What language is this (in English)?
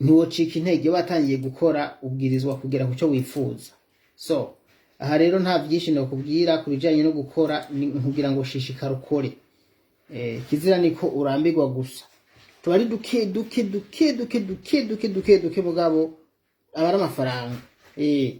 Rundi